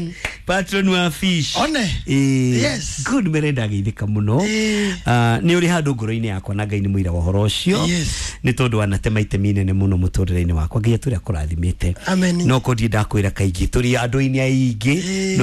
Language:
Kikuyu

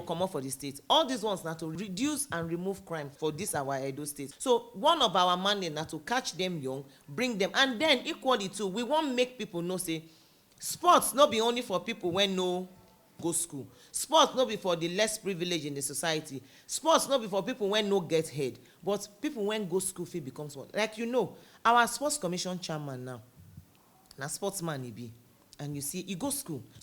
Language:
Nigerian Pidgin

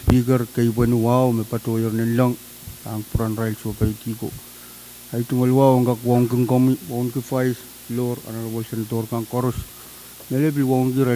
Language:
Pohnpeian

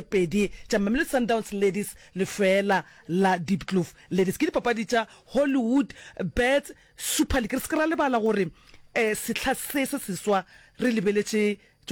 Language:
Northern Sotho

